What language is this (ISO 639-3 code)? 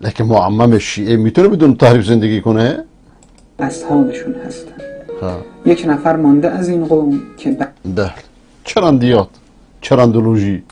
fas